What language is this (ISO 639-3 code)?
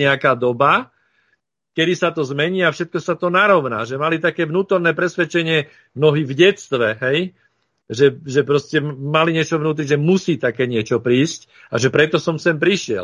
slk